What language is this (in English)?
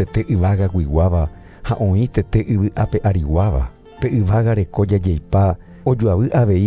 Guarani